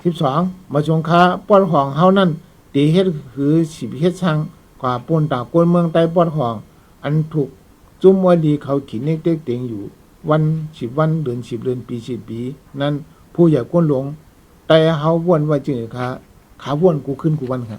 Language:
Shan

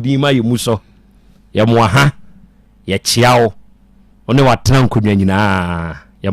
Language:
Akan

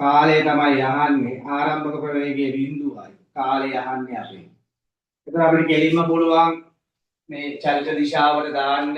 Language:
Sinhala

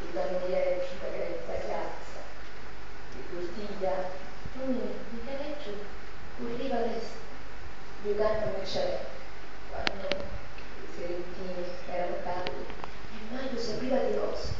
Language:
Sicilian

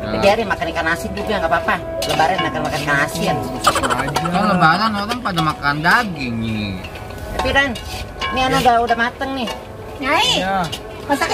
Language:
Betawi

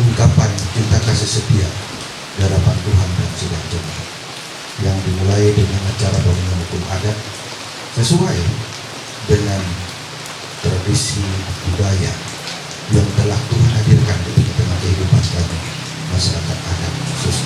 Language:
Ma'anyan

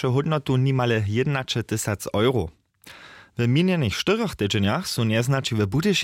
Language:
Upper Sorbian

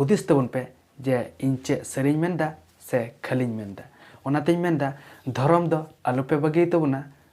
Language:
Santali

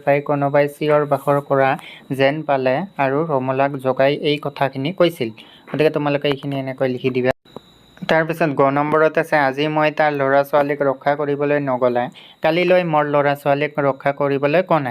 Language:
Assamese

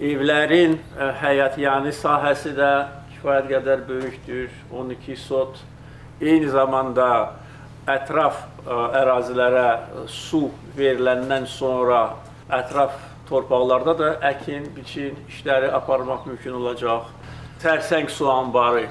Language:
Azerbaijani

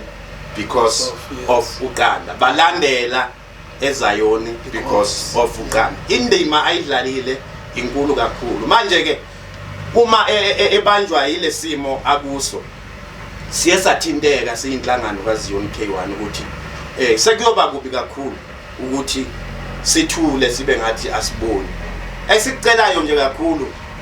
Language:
Zulu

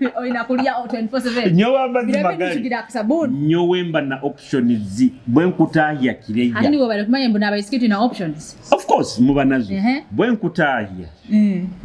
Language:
Nyoro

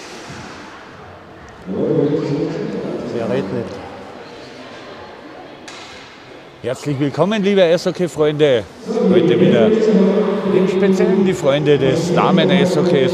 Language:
German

